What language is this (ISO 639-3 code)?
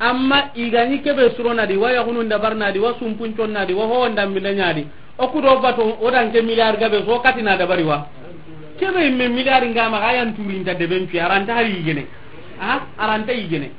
snk